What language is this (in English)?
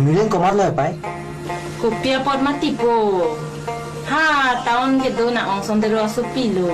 Karbi